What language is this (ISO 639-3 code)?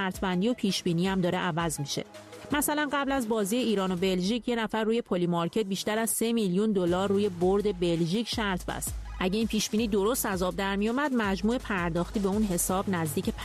fas